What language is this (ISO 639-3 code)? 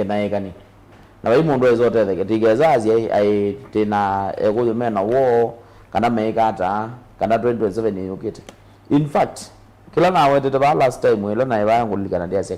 kam